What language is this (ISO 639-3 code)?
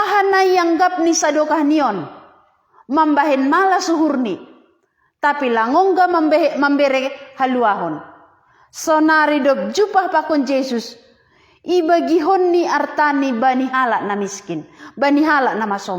bts